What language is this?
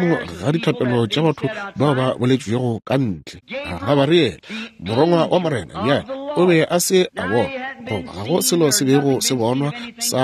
Northern Sotho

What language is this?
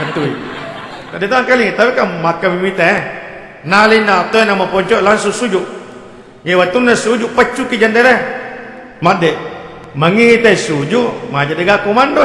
Buginese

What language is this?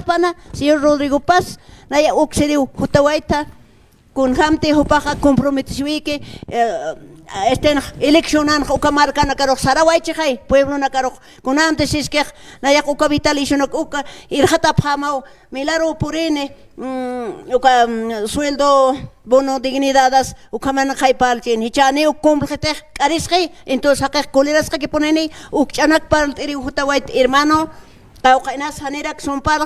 Aymara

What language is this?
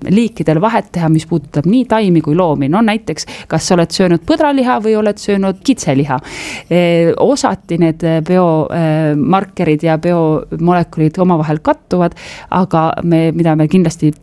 Estonian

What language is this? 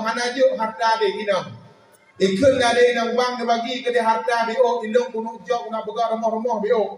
Achinese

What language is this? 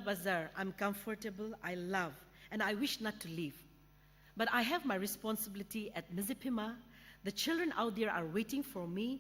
Sumi Naga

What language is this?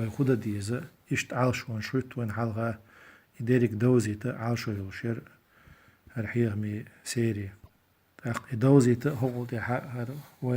Chechen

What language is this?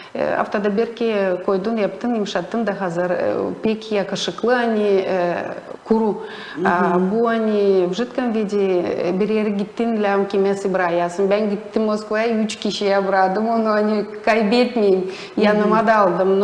Gagauz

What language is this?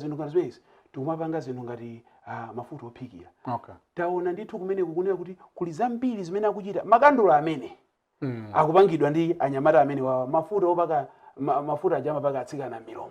Nyanja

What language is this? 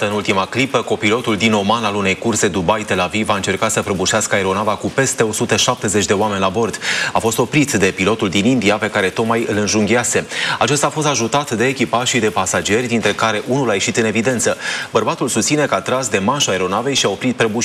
Romanian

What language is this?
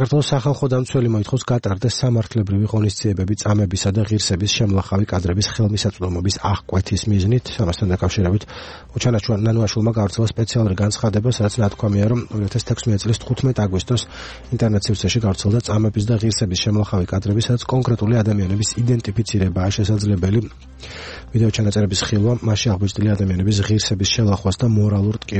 Georgian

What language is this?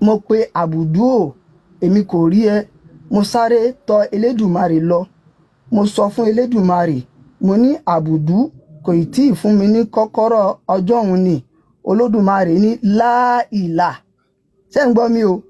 Yoruba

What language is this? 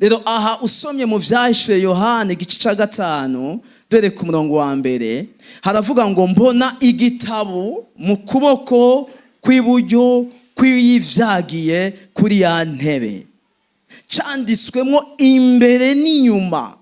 Rundi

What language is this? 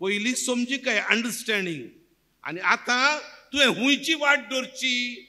Konkani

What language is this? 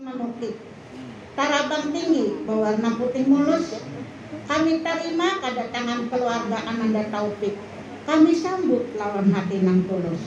Banjar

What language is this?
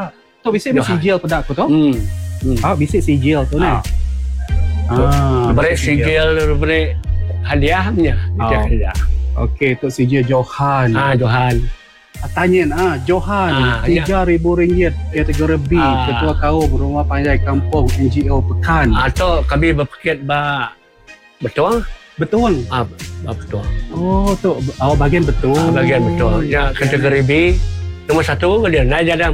Malay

